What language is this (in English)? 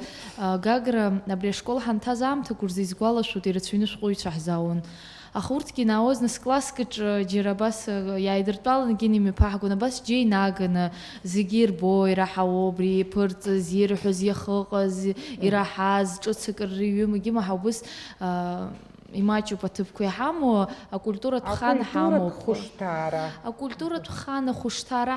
Abkhazian